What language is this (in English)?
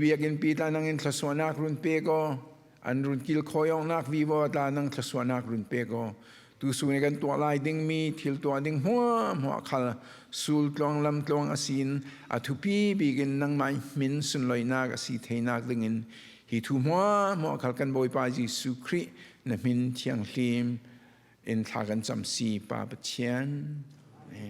Falam Chin